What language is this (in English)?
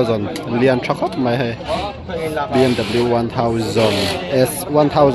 Mizo